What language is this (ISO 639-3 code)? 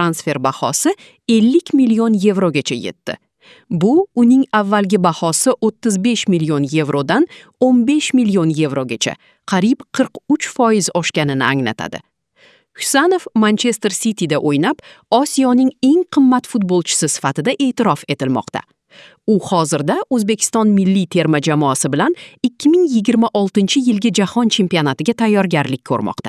uzb